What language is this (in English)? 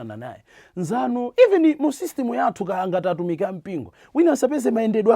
Nyanja